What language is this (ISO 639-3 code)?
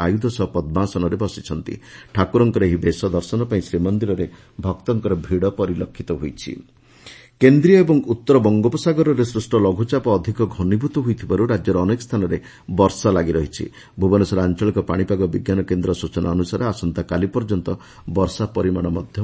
ori